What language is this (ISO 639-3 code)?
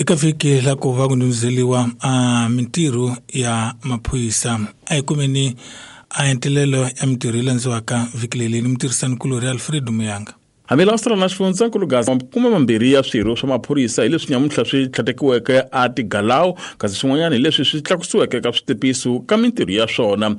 tso